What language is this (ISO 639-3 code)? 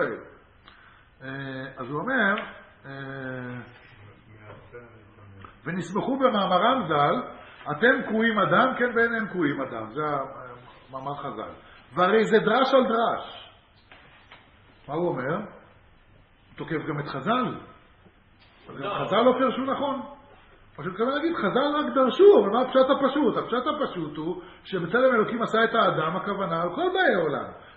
heb